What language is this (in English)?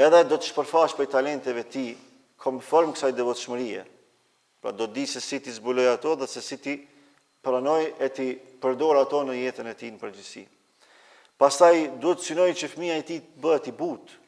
Albanian